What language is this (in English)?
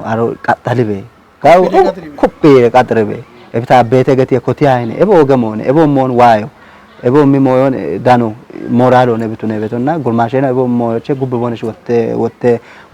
Kafa